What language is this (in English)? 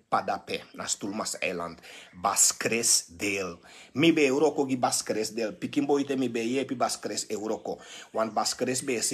Sranan Tongo